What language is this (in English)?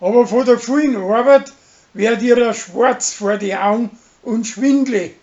Bavarian